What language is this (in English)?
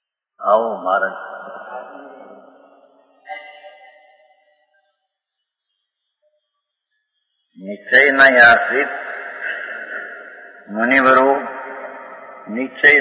Gujarati